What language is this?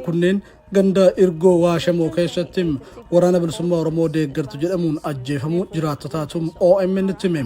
Oromo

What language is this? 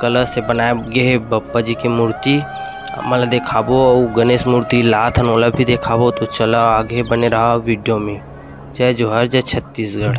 Chhattisgarhi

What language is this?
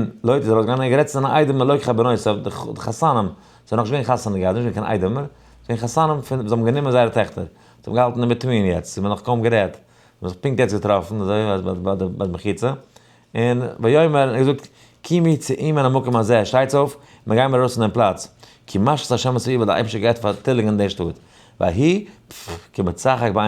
Yiddish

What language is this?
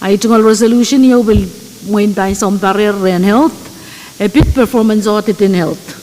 Pohnpeian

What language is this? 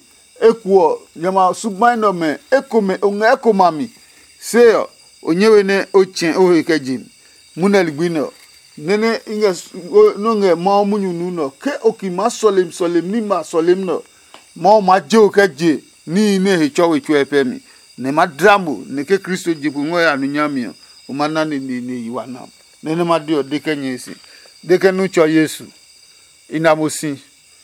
Adangme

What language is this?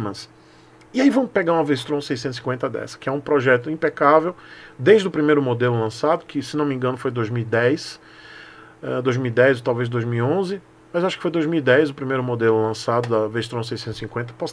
Portuguese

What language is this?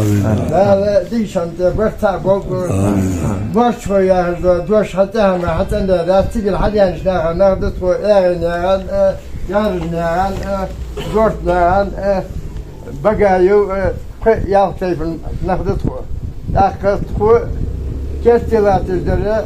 Ingush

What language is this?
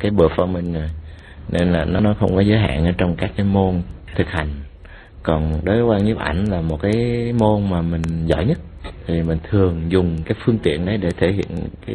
Vietnamese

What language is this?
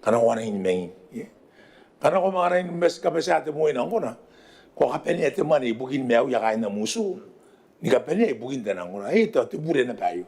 Gilbertese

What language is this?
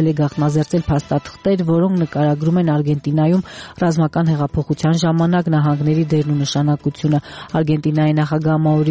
Armenian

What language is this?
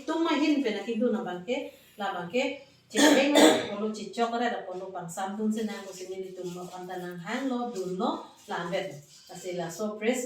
Karbi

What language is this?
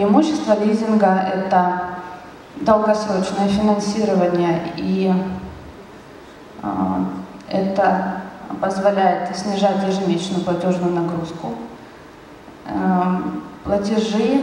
Russian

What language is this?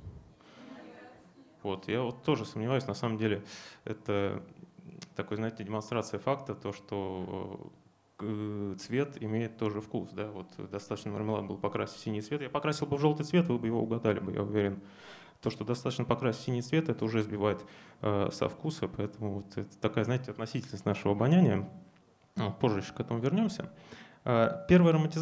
Russian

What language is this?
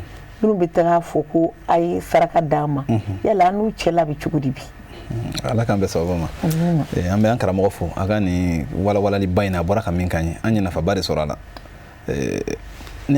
Bambara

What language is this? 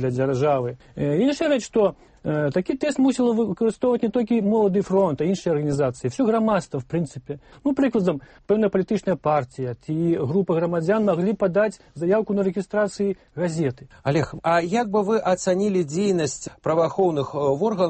Belarusian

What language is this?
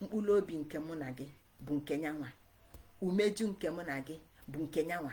Igbo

